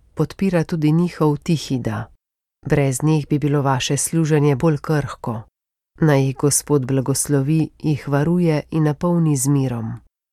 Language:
Slovenian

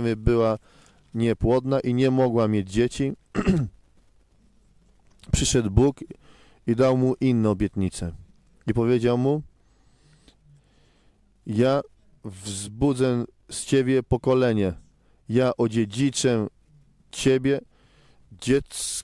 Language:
Polish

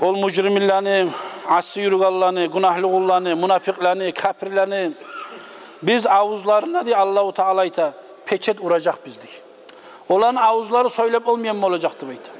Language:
Kumyk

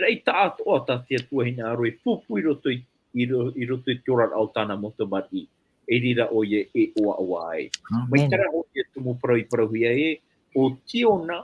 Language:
Tahitian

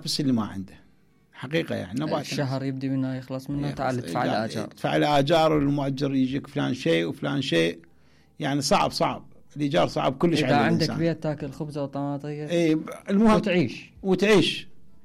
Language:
Mesopotamian Arabic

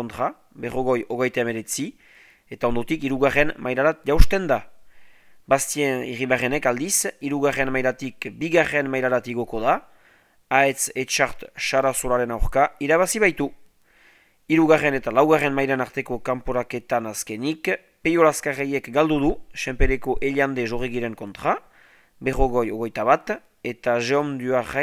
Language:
Basque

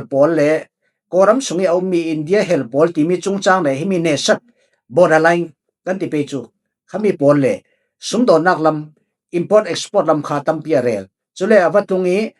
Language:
Falam Chin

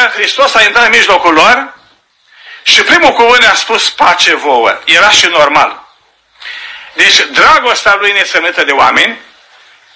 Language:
Romanian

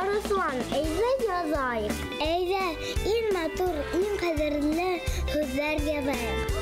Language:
Bashkir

